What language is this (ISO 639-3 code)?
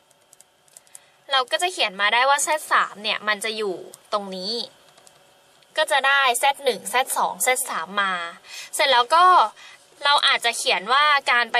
tha